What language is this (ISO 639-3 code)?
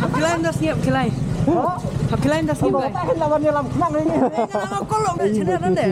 kha